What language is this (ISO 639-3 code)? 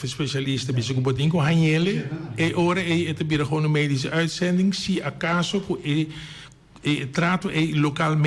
pap